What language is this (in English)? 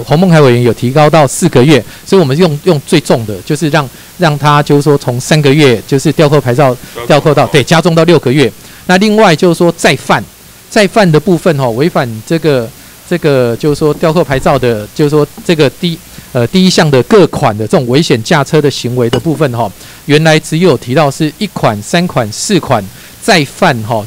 Chinese